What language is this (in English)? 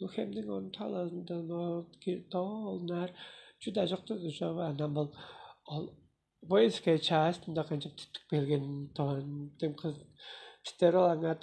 Tuvinian